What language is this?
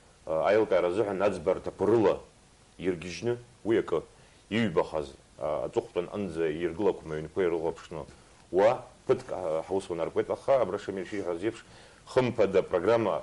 Abkhazian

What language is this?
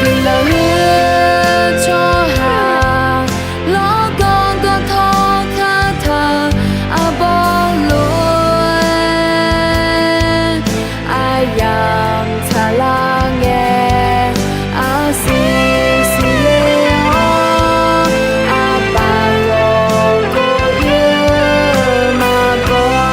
Akha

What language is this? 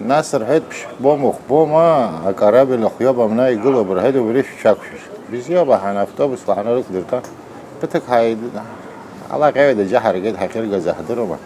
Abkhazian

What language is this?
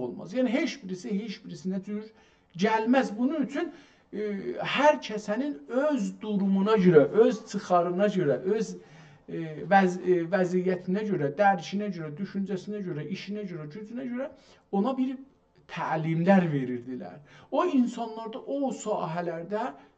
South Azerbaijani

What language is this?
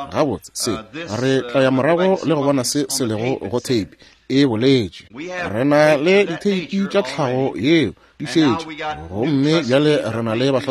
Northern Sotho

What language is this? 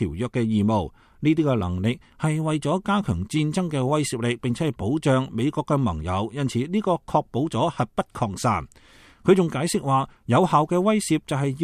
Cantonese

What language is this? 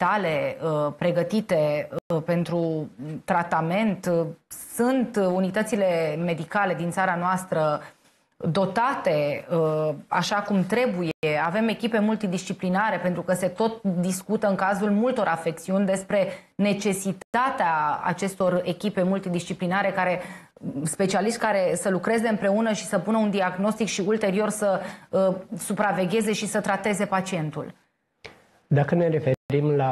Romanian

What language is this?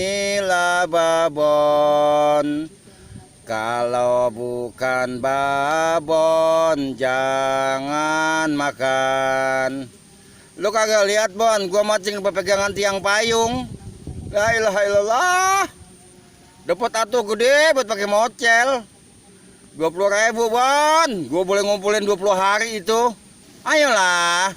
Betawi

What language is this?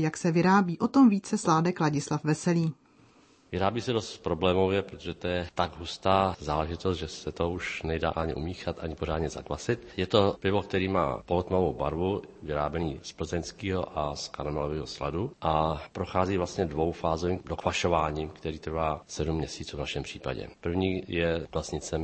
Czech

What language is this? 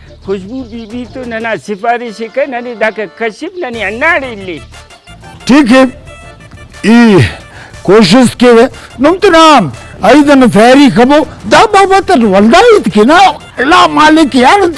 Brahui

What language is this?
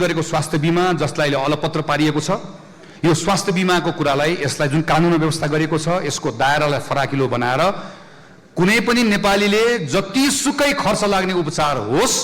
Nepali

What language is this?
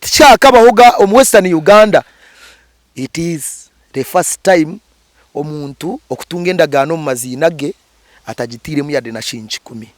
Nyankole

